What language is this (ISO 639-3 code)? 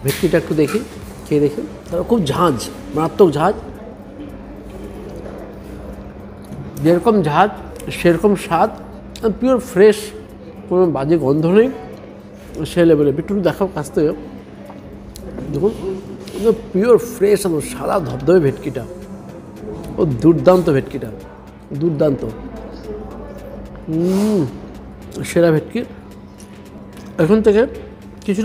ben